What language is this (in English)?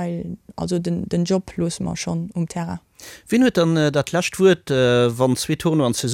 Luxembourgish